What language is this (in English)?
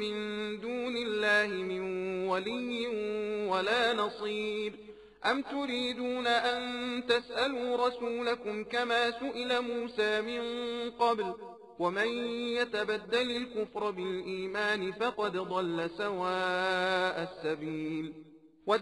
Arabic